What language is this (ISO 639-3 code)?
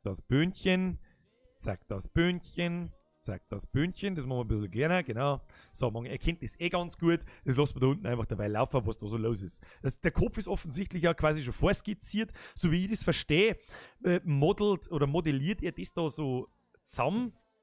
bar